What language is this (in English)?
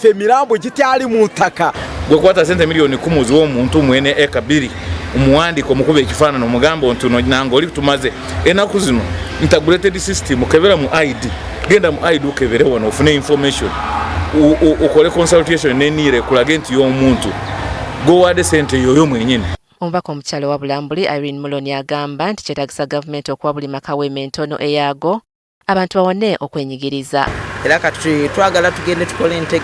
Ganda